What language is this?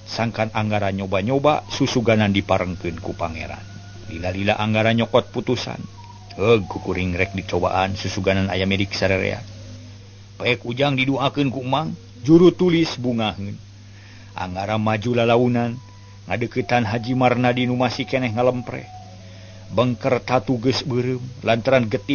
Sundanese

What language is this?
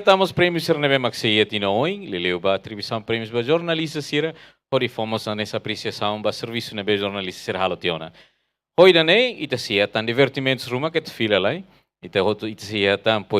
Tetum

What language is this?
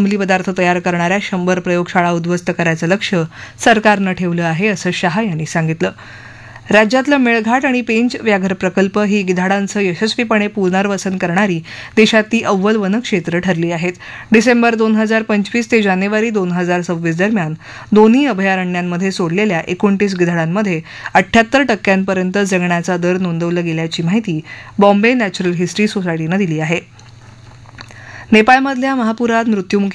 Marathi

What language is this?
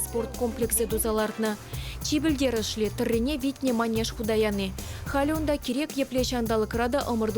Chuvash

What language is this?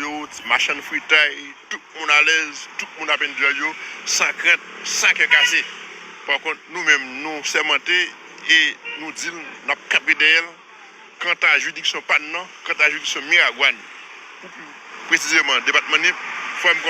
Haitian Creole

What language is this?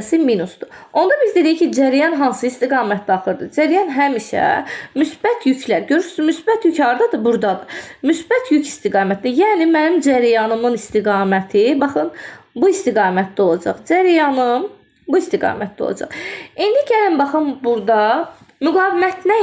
Azerbaijani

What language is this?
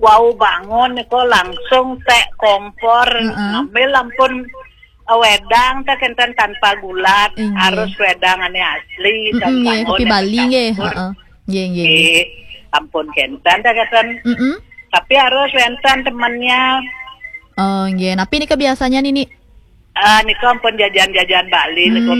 Balinese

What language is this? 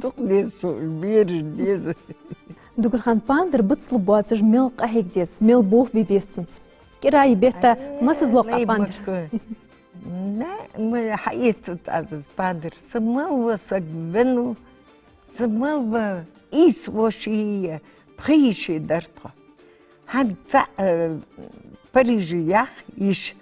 Ingush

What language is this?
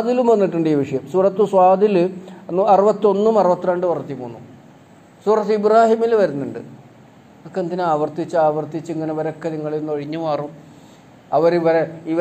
Malayalam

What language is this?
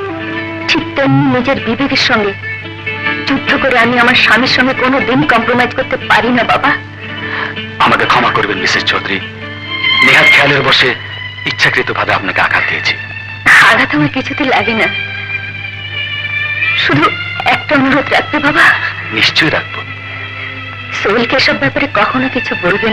Bangla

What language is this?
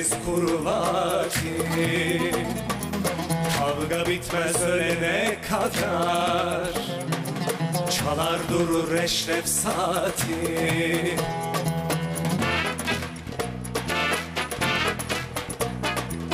Turkish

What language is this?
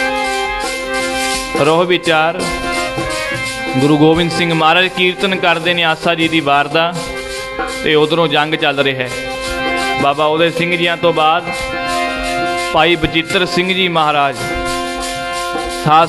Punjabi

